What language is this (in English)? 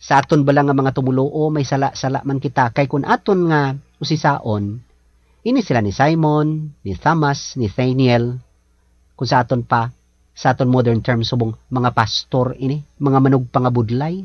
Hiligaynon